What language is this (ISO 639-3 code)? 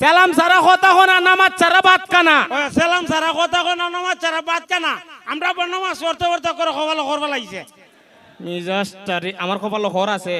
syl